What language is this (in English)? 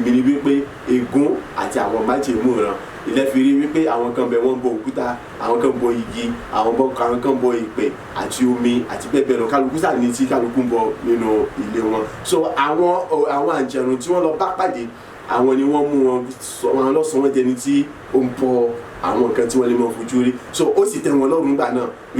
Yoruba